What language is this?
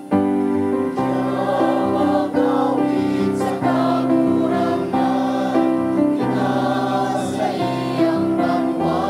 Bikol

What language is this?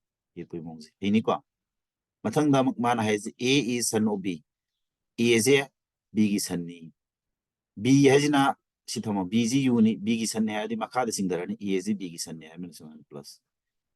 Manipuri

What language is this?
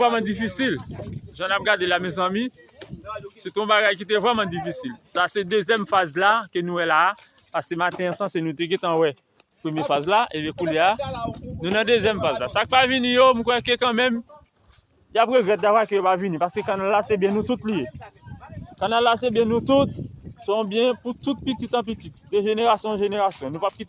Haitian Creole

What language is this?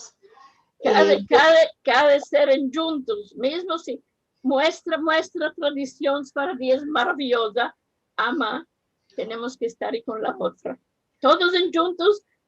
Ladino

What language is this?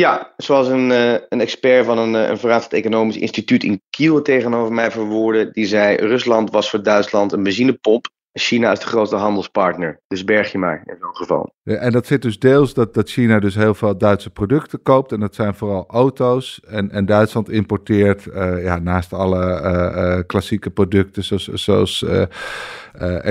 Dutch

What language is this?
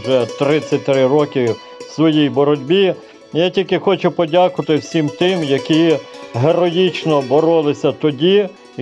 Ukrainian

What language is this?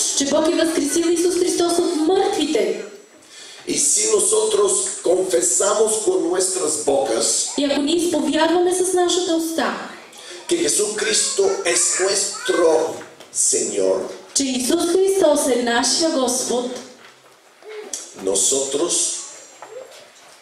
Bulgarian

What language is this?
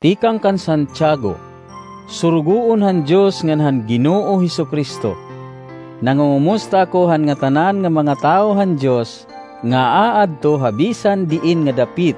Waray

